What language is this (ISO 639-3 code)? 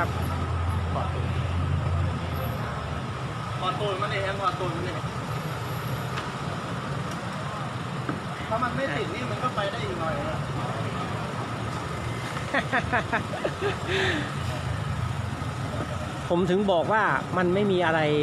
tha